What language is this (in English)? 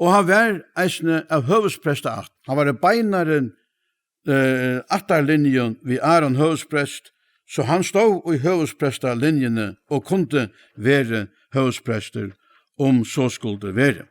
Faroese